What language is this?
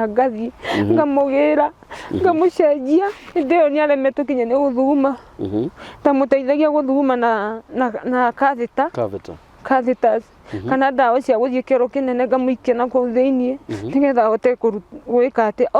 Kikuyu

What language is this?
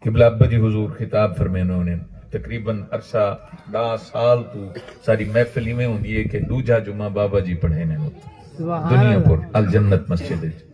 Saraiki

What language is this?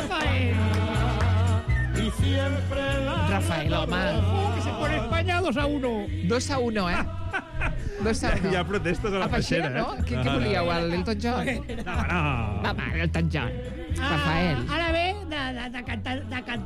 Catalan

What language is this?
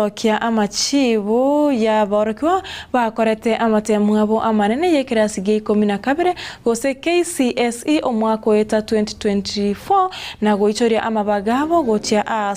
Gusii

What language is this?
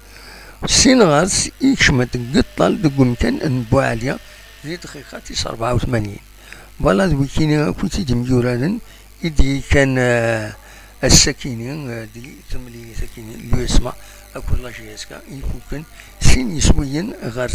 Kabyle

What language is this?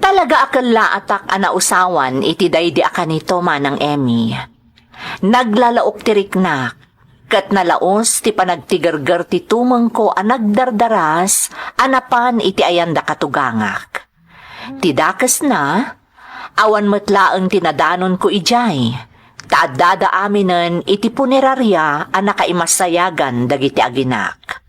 Iloko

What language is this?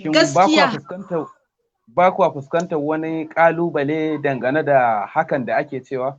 Hausa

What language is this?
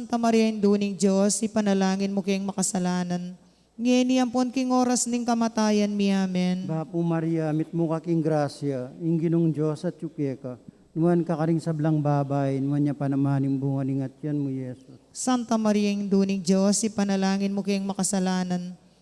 Pampanga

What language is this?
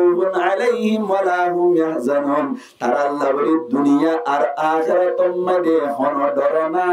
Rohingya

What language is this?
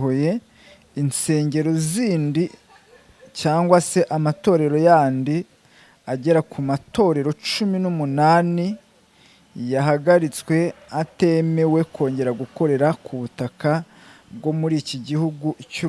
Kinyarwanda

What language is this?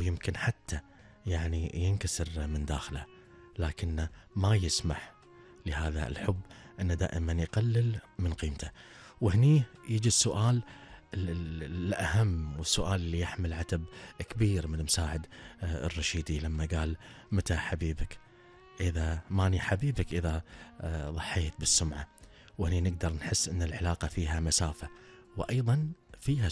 Gulf Arabic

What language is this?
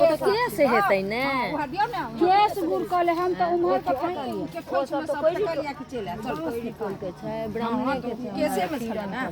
Maithili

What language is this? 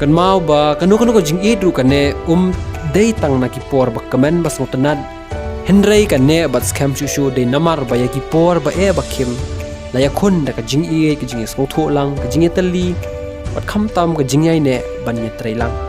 Khasi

